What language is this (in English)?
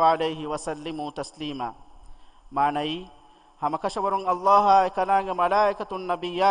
Divehi